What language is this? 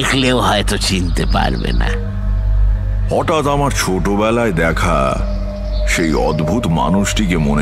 Bangla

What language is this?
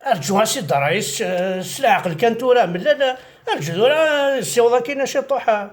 Kabyle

